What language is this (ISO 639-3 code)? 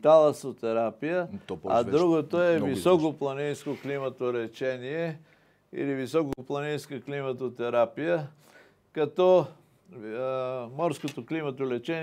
bul